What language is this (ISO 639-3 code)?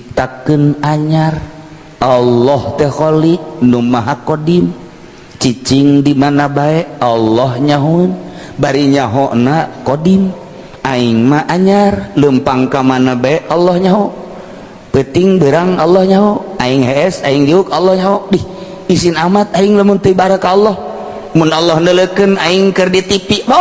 sun